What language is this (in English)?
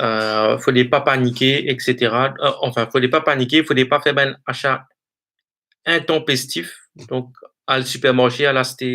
Morisyen